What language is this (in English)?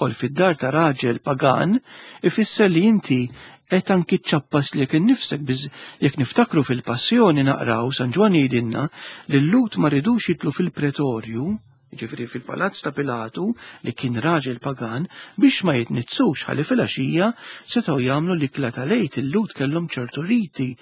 Maltese